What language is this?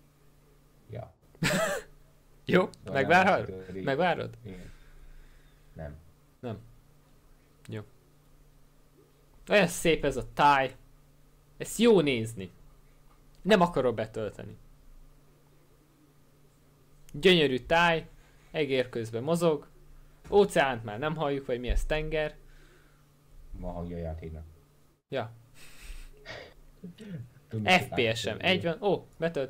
Hungarian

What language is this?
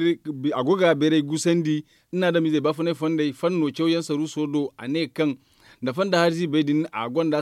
Zarma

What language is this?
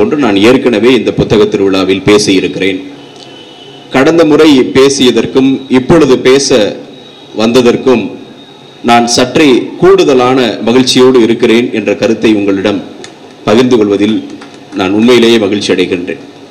Tamil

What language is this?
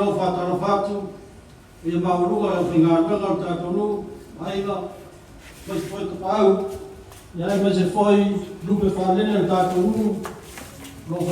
Samoan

